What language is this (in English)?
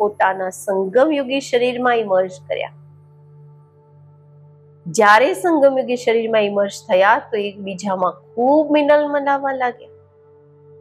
Gujarati